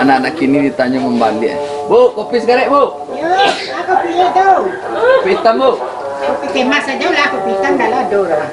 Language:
Minangkabau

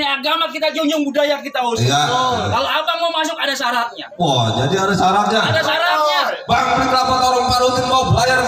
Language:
Betawi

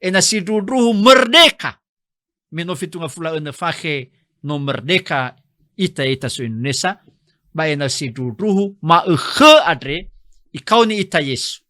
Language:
Nias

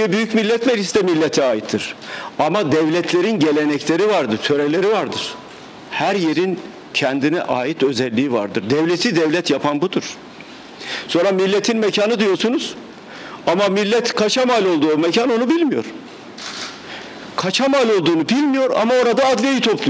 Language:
Turkish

